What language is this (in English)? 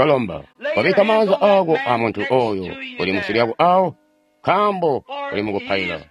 Tonga (Zambia)